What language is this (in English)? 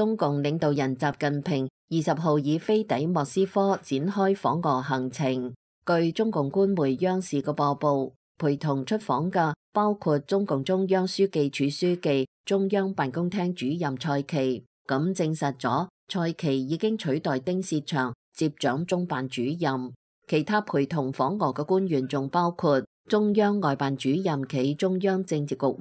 Cantonese